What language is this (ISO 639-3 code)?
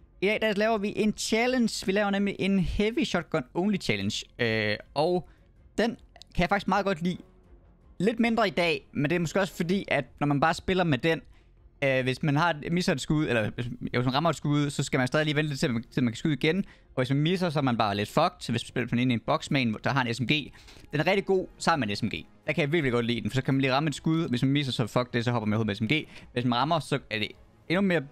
dan